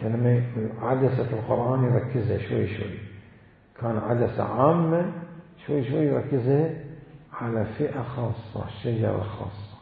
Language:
Mesopotamian Arabic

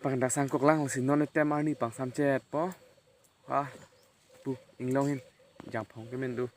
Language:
Karbi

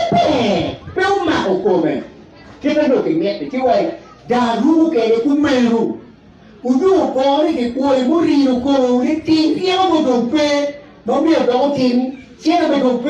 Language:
Acoli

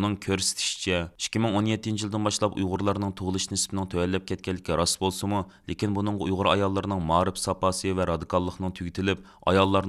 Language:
Uyghur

